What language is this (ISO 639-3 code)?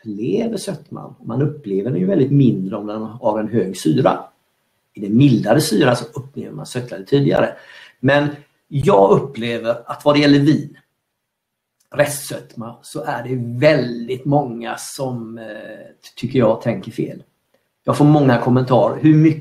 swe